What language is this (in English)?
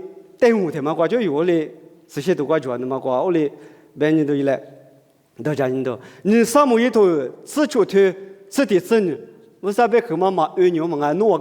Lisu